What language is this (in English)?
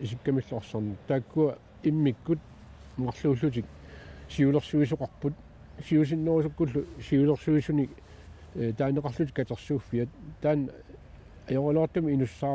Kalaallisut